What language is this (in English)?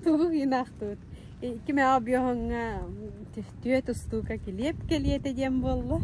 Yakut